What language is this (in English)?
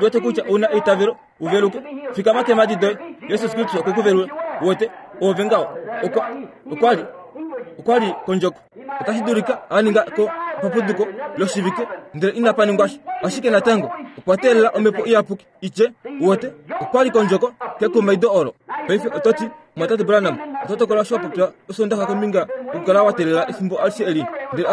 Kuanyama